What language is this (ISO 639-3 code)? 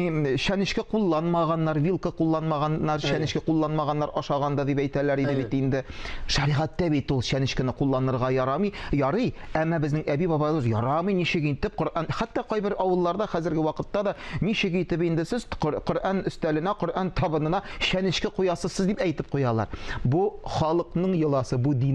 tat